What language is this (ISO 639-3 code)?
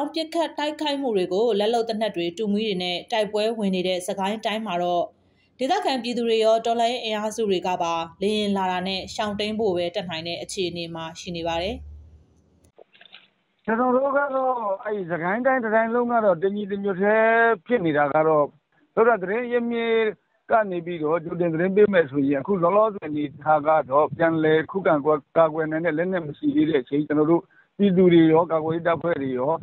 mya